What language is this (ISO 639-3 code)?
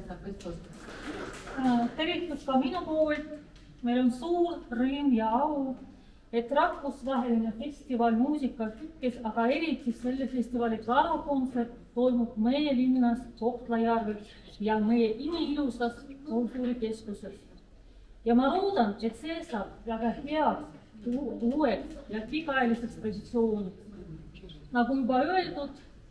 est